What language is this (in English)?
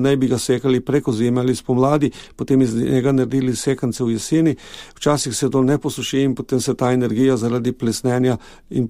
Slovenian